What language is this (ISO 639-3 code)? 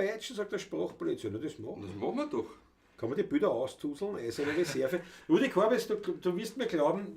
bar